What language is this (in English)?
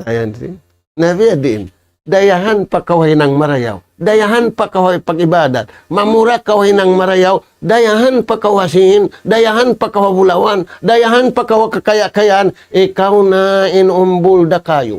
Tausug